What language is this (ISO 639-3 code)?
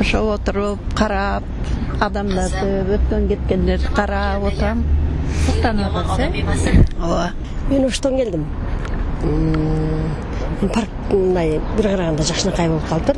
kir